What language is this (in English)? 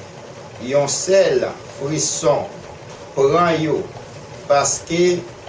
Haitian Creole